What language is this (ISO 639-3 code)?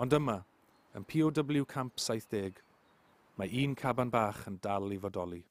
cym